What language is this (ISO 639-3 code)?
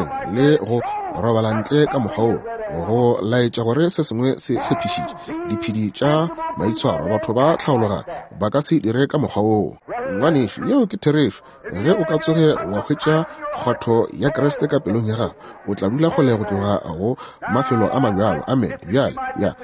nso